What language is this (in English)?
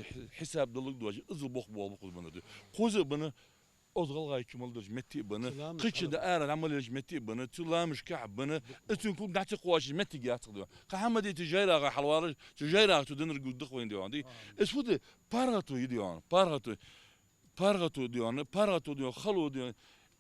Ingush